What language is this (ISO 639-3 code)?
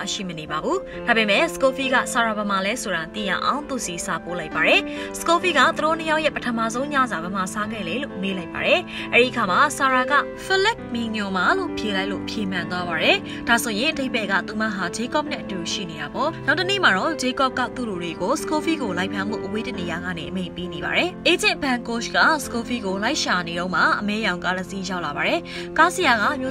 mya